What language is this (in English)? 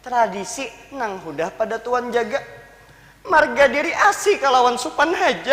Banjar